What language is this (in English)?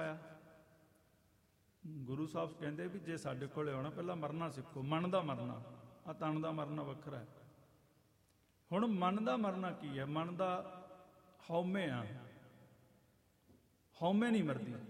Punjabi